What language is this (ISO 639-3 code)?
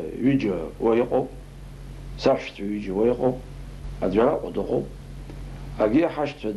abk